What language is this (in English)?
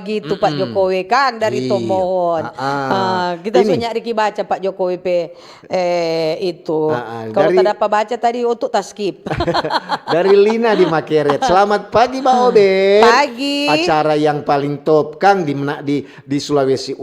Manado Malay